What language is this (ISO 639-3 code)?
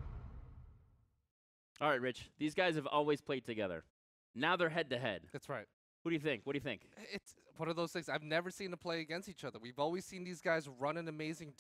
eng